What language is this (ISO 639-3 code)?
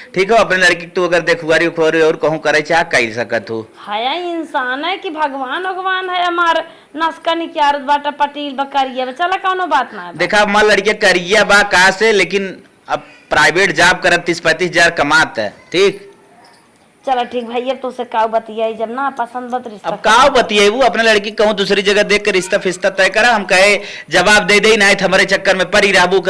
awa